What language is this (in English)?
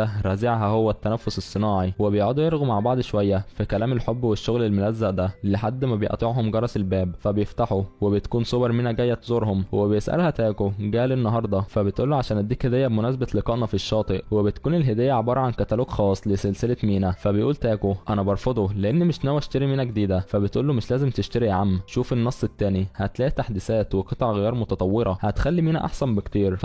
Egyptian Arabic